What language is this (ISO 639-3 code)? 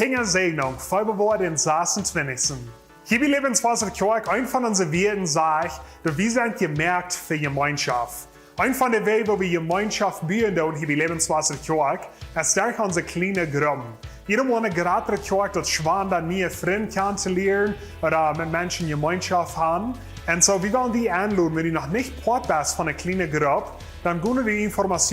pdt